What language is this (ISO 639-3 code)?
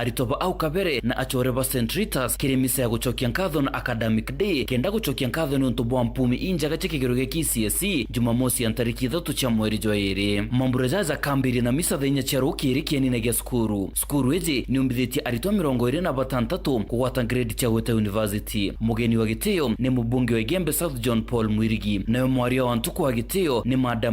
mer